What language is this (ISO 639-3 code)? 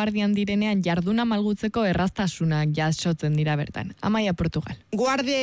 eus